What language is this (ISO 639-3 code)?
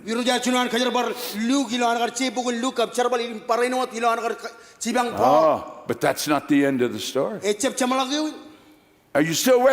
mah